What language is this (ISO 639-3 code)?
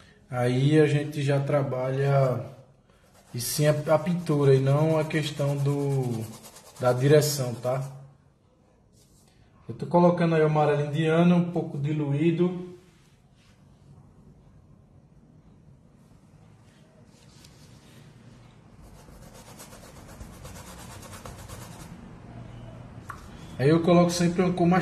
por